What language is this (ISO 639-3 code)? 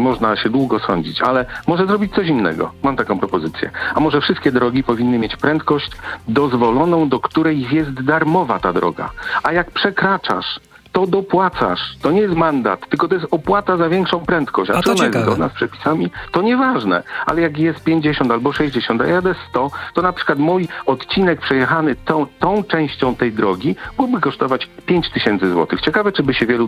pol